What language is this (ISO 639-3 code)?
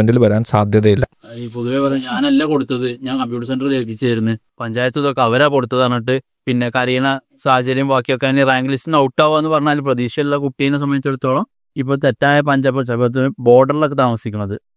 mal